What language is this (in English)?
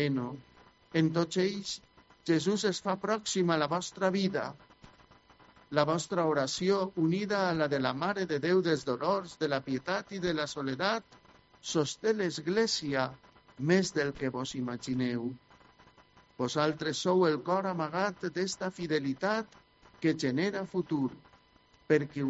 Catalan